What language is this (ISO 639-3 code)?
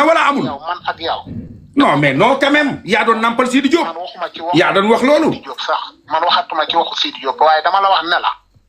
wol